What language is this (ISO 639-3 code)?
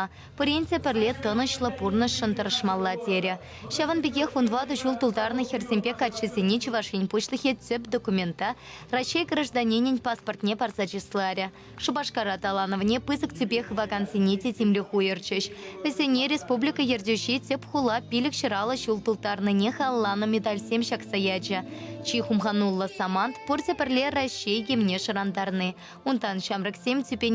chv